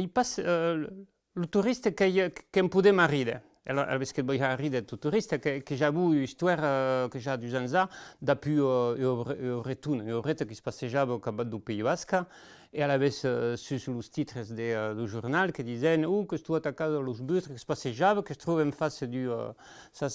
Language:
Occitan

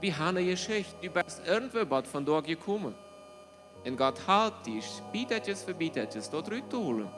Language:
Plautdietsch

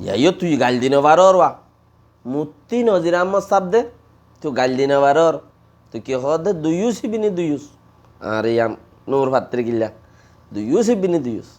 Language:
Rohingya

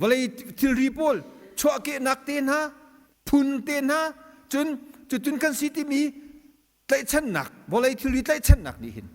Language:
Hakha Chin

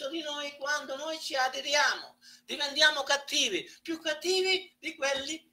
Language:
Italian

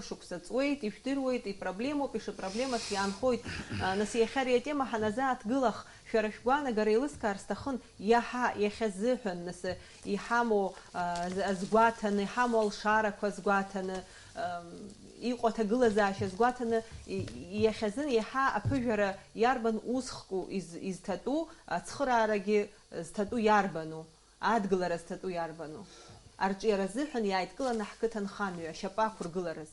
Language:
Abkhazian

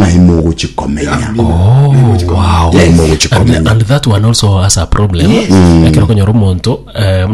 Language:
Gusii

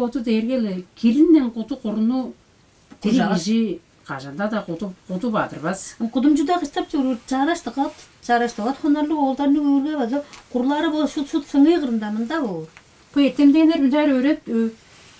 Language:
Tuvinian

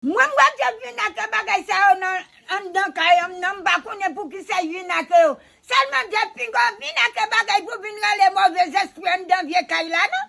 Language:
Haitian Creole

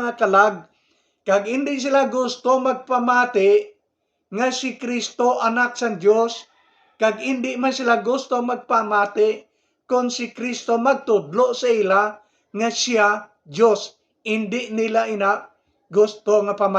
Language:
Hiligaynon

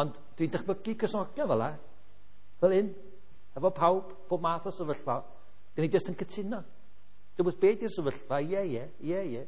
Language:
Welsh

